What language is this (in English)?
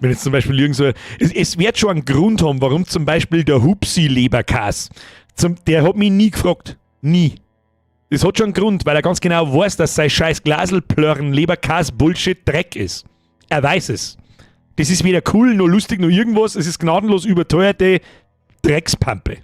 Bavarian